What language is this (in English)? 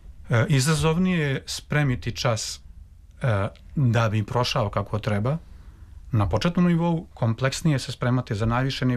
Serbian